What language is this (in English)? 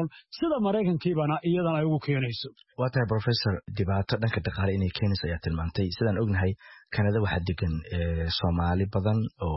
Somali